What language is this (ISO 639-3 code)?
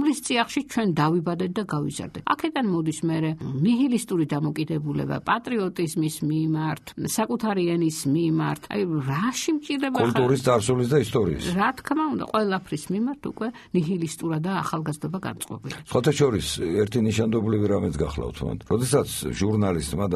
kat